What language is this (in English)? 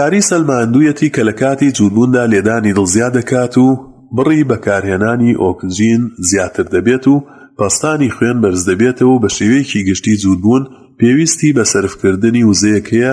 Central Kurdish